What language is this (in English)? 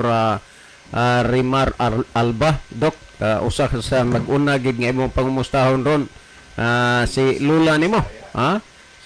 Cebuano